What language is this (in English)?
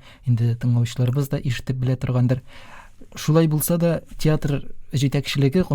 Tatar